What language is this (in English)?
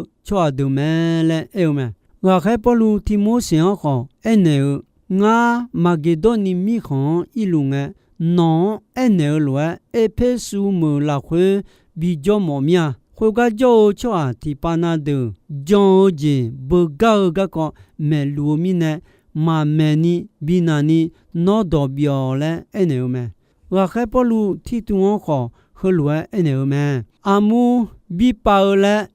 Akha